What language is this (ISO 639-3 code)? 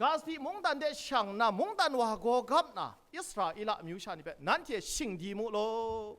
kac